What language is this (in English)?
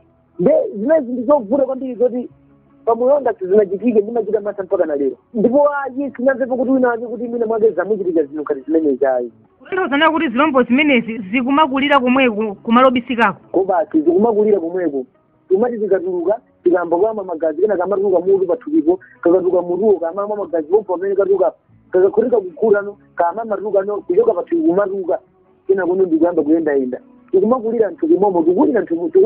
Nyanja